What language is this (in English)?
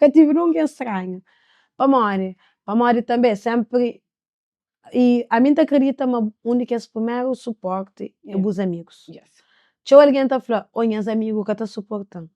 Kabuverdianu